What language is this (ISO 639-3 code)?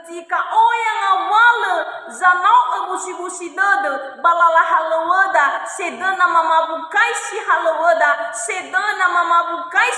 nia